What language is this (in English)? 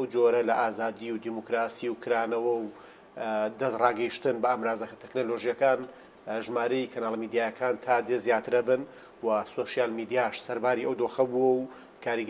Central Kurdish